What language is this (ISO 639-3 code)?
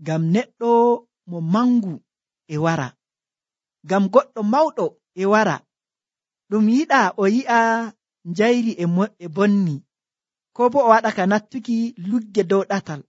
fuv